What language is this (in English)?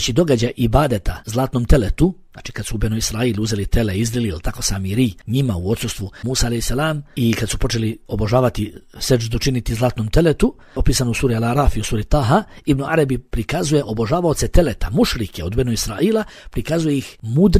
Bosnian